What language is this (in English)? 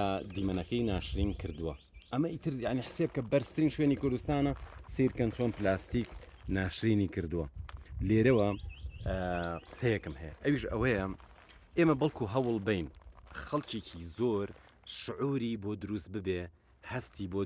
Central Kurdish